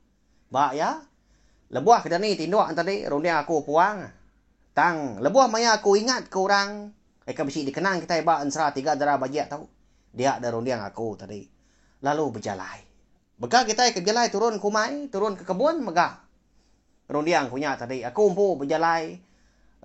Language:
Iban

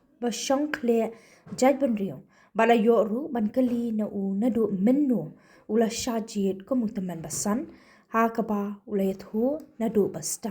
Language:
Khasi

